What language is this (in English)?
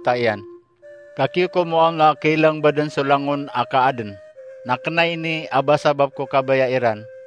Maranao